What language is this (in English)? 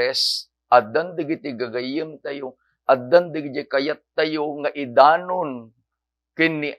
Iloko